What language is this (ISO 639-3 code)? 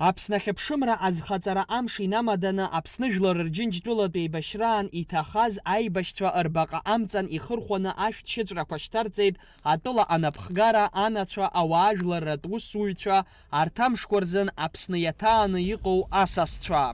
abk